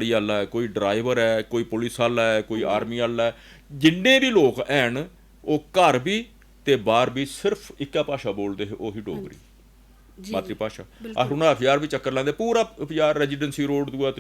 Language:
Dogri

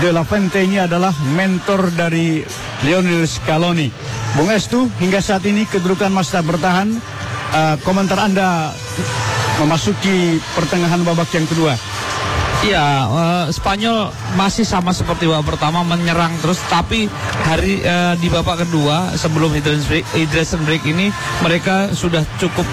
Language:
Indonesian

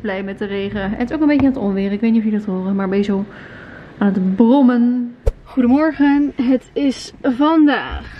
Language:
Dutch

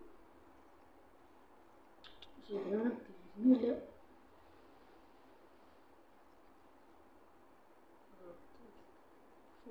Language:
Malayalam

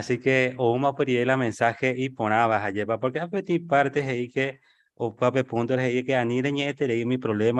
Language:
Guarani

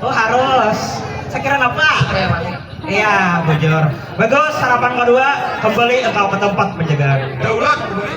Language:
Banjar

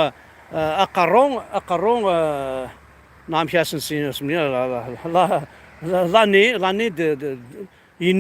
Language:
Kabyle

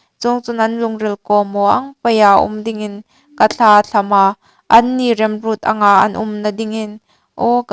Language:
Hmar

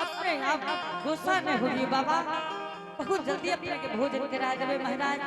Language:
Angika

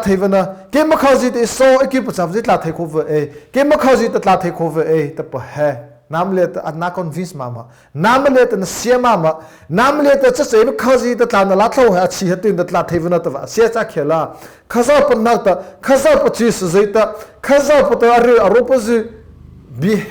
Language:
Mara Chin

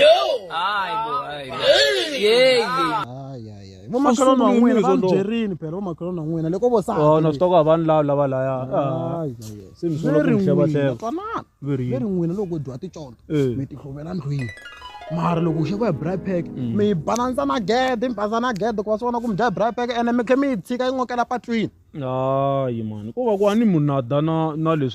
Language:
Tsonga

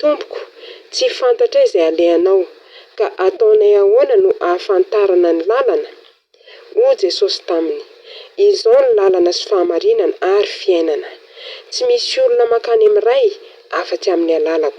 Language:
Malagasy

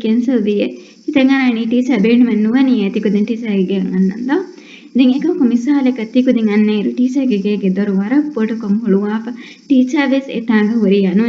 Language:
Divehi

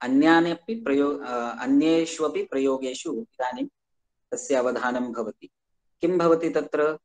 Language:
Sanskrit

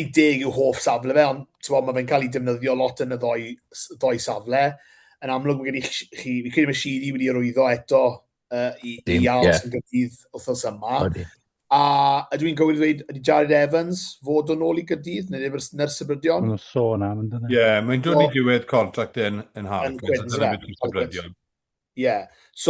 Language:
Welsh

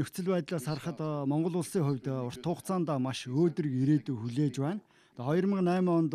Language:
Mongolian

